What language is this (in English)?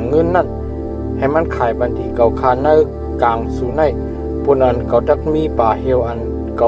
Shan